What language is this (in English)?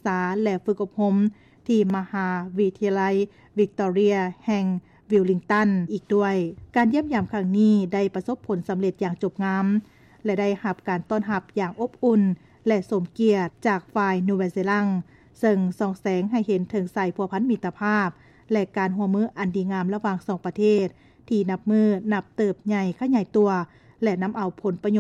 Lao